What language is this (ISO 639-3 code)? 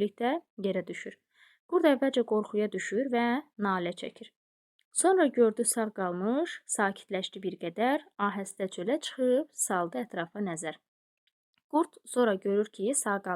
aze